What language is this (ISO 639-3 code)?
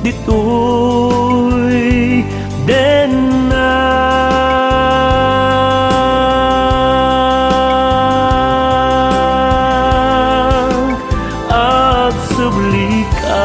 ilo